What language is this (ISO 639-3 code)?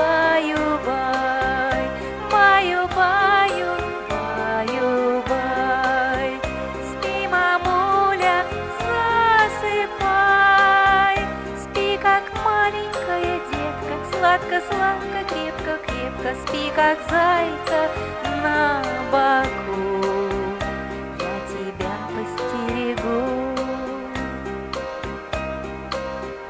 rus